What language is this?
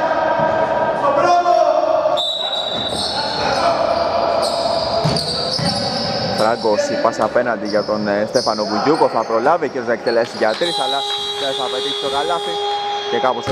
Greek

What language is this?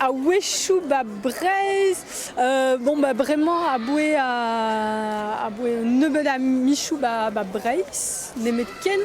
Breton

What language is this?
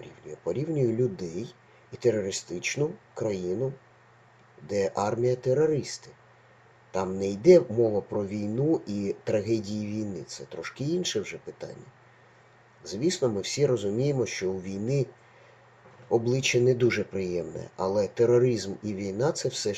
Ukrainian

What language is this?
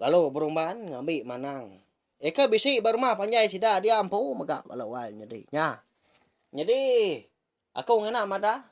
Iban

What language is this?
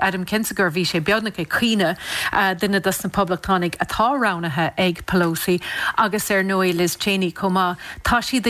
Irish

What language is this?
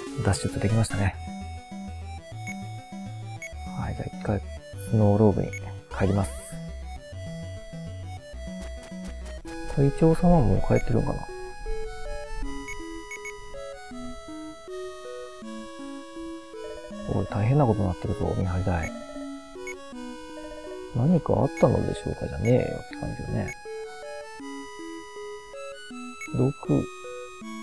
Japanese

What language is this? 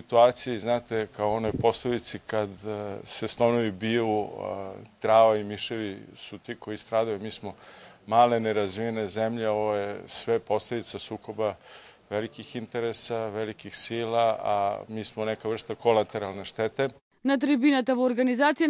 Macedonian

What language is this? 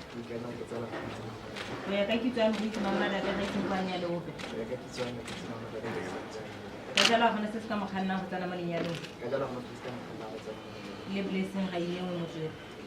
Tswana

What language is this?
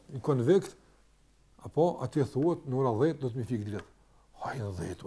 Albanian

